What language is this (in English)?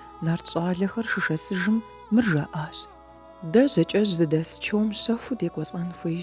Kabardian